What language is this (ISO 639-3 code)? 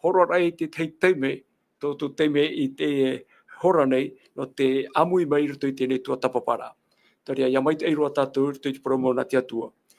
tah